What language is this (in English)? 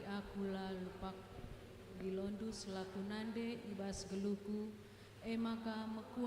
Batak Karo